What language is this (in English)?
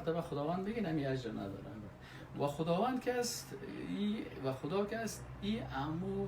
Persian